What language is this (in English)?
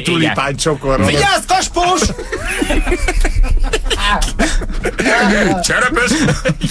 Hungarian